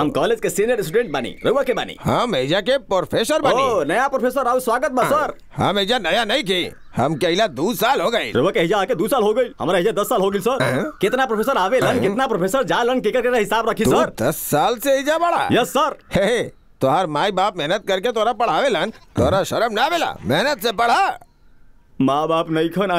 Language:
Bhojpuri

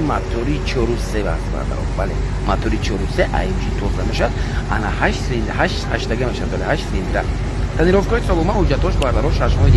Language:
Tajik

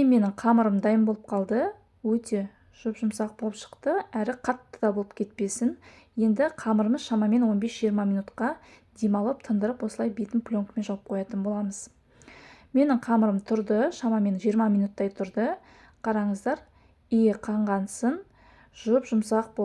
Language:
Kazakh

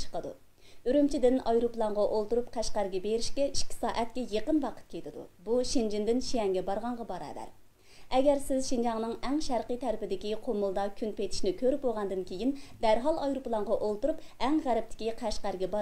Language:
Uyghur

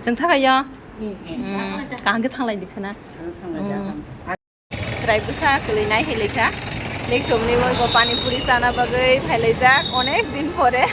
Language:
Kok Borok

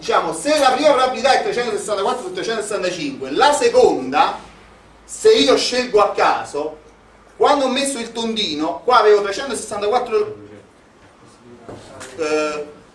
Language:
Italian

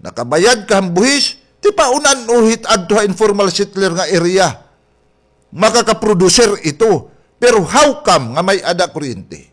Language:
Waray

